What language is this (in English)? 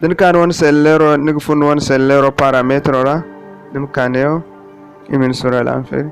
Zarma